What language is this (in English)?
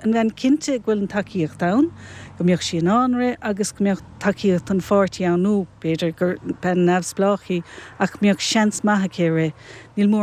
Irish